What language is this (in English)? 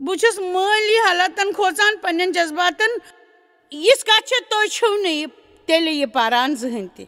Kashmiri